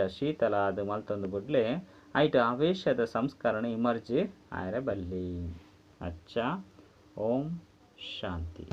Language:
Tulu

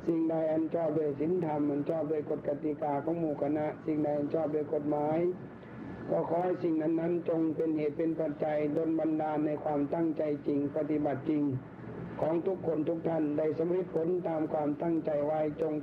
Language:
Thai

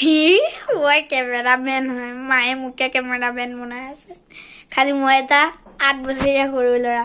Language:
Assamese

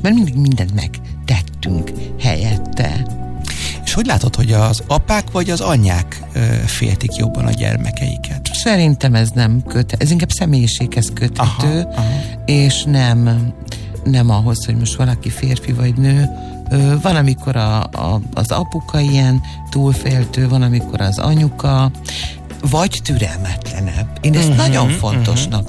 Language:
Hungarian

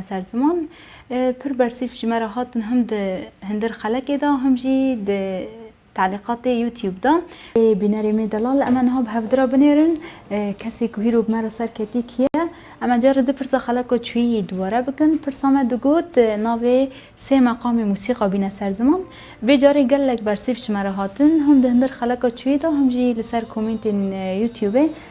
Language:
Kurdish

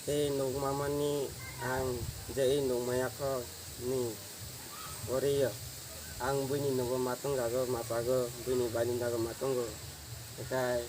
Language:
Kok Borok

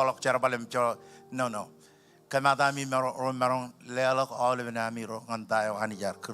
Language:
Marshallese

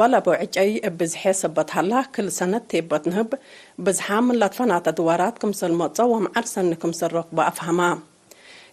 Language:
Tigre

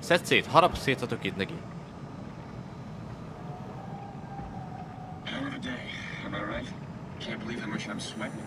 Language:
Hungarian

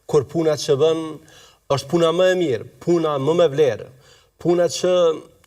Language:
Albanian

